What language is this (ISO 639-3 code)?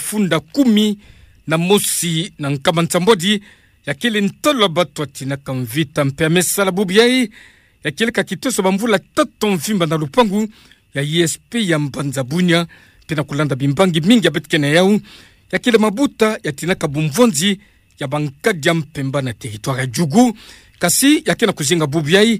ktu